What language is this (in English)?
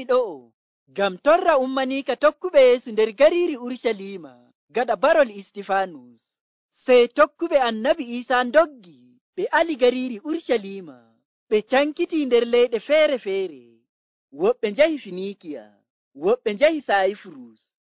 Nigerian Fulfulde